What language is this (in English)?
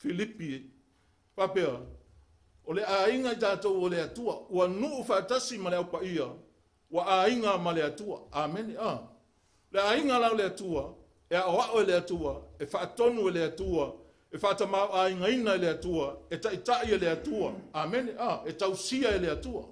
Samoan